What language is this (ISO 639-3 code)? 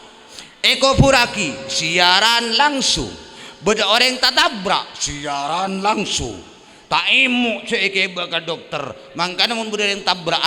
mad